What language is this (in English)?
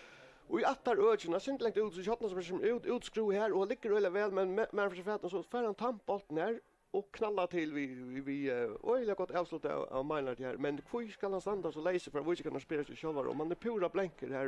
Faroese